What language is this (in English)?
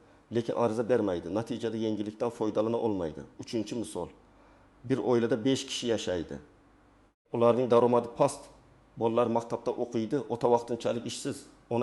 Uzbek